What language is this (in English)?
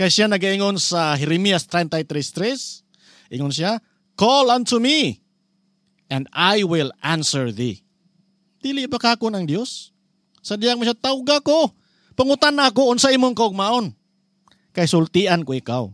Cebuano